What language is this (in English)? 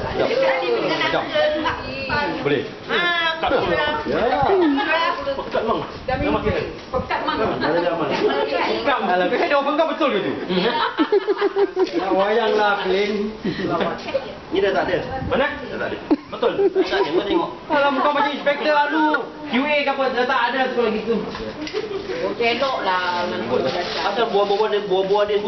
Malay